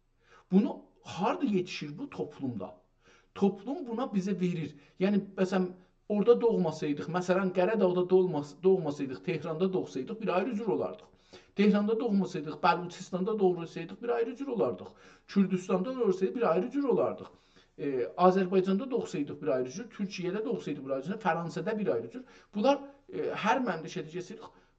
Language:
South Azerbaijani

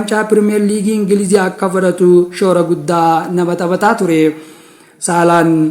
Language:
Oromo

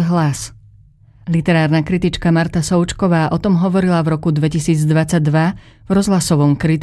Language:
Slovak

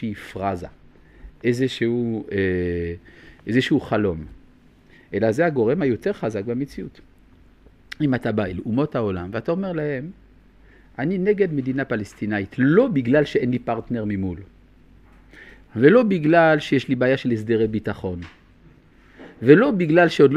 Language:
Hebrew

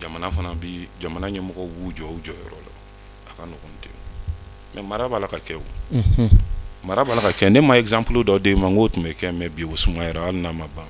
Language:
Bambara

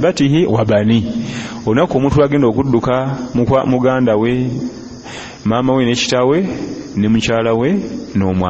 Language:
Ganda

